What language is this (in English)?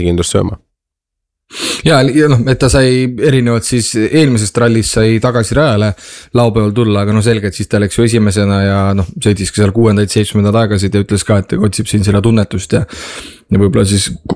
Estonian